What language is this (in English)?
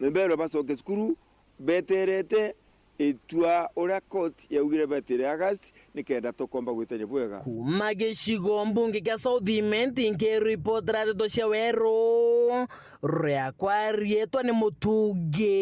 Meru